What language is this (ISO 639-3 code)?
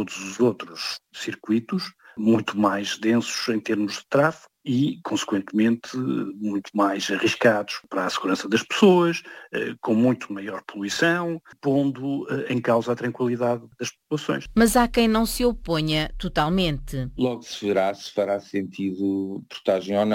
por